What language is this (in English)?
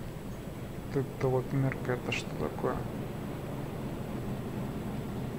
Russian